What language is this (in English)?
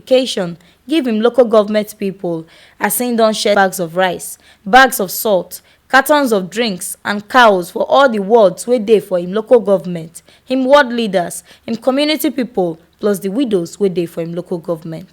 Nigerian Pidgin